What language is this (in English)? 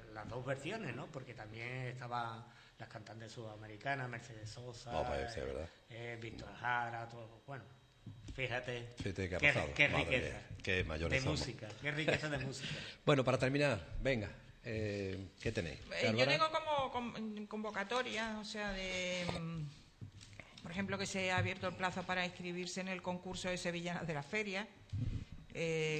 Spanish